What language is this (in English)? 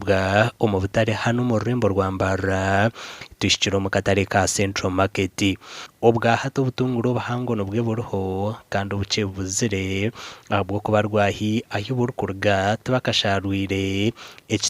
Nyankole